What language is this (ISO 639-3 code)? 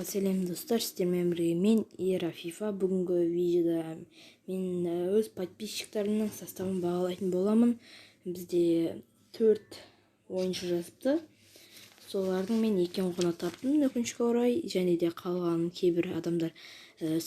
kaz